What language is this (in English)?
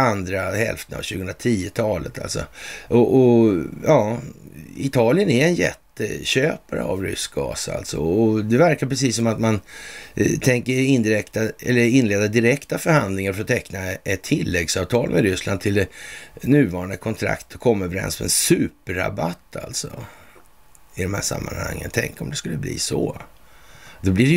Swedish